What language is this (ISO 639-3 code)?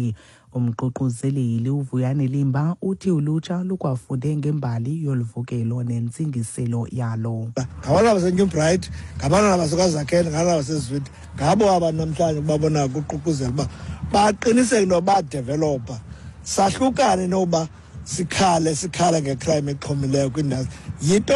xho